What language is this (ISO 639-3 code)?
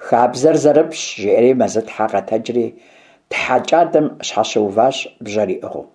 kbd